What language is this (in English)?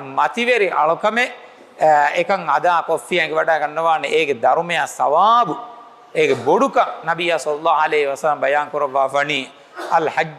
Divehi